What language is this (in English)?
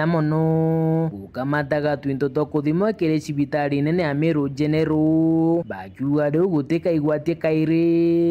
Meru